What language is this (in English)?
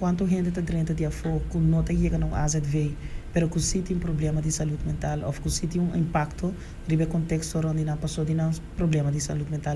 Papiamento